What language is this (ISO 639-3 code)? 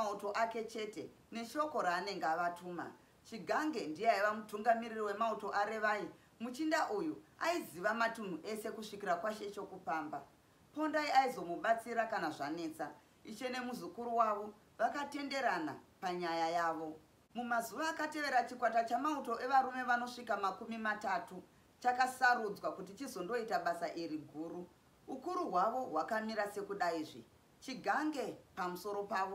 sna